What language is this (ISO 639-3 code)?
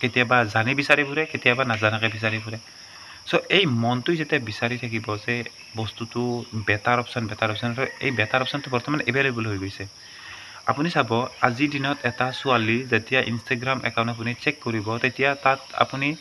asm